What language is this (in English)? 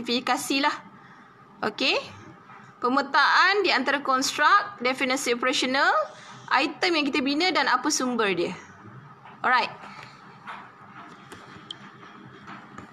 Malay